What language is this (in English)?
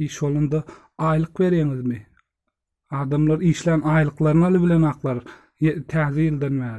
Turkmen